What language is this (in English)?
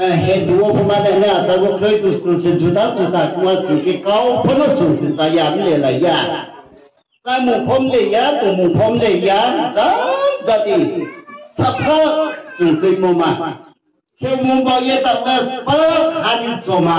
Riang (India)